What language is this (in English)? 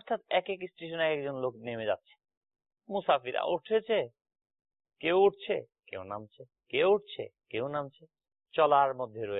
Bangla